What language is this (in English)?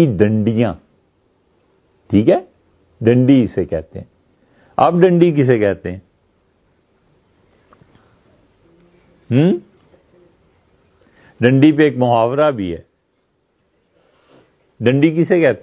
Urdu